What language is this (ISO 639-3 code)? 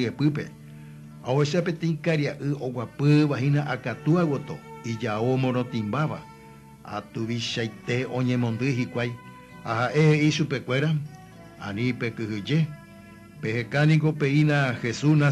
grn